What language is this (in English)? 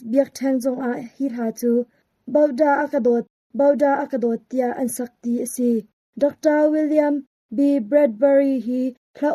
Hakha Chin